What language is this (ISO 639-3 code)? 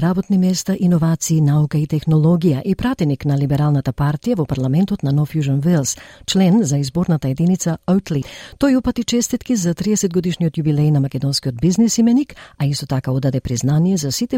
mkd